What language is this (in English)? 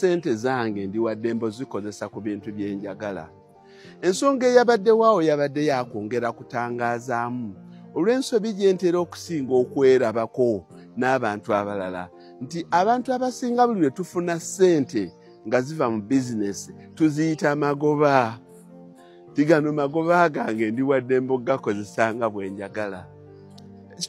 Ganda